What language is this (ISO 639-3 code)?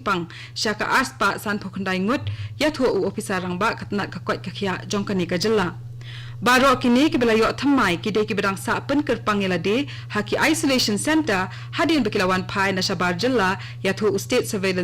kha